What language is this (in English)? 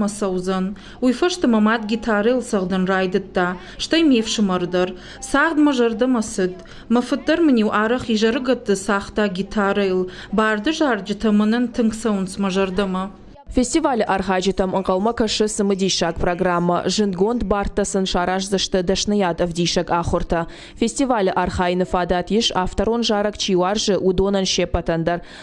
Ossetic